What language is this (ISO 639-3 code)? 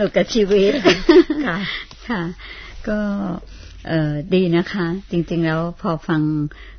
tha